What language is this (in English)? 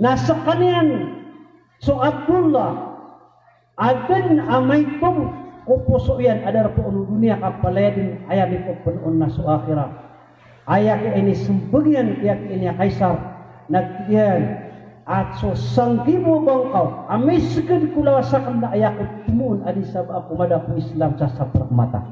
Maranao